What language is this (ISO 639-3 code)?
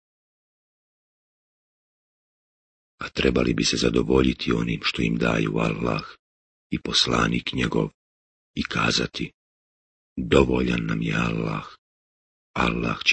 bos